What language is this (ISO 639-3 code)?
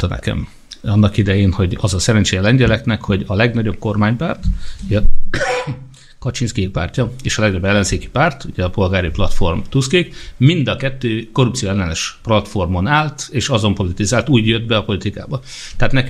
hun